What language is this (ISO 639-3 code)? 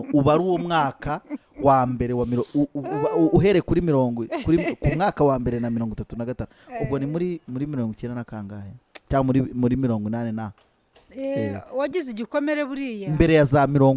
kin